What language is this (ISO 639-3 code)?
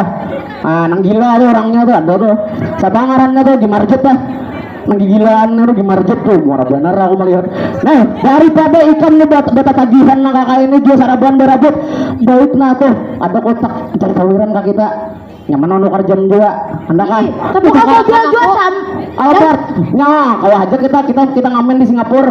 bjn